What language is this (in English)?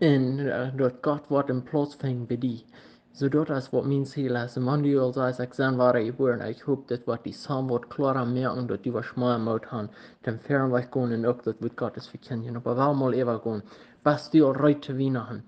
Plautdietsch